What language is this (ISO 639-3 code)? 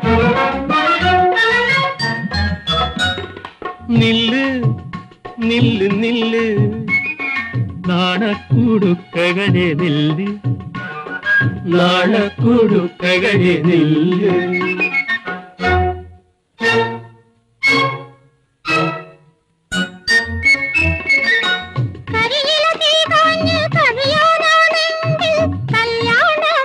mal